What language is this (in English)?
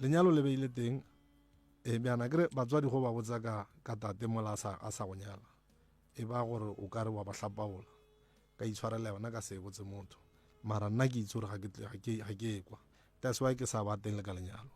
Northern Sotho